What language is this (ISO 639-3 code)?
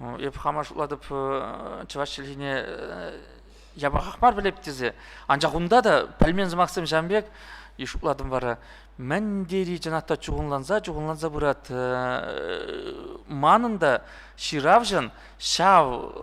chv